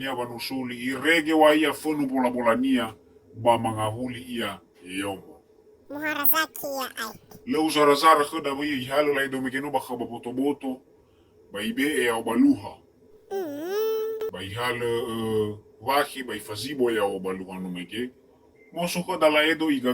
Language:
Nias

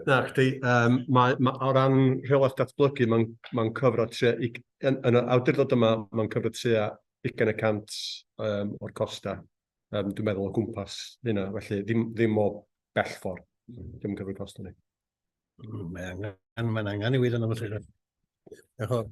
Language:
Welsh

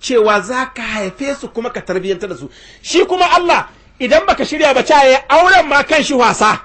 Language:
Hausa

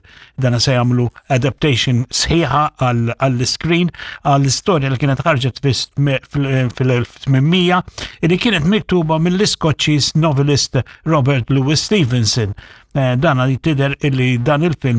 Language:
Maltese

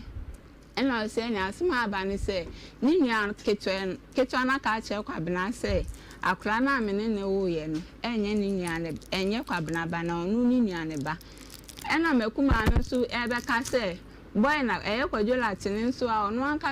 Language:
Akan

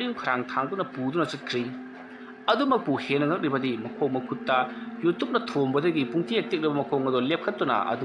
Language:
Manipuri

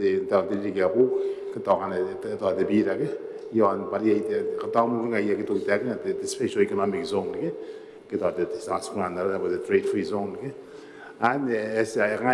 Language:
Gilbertese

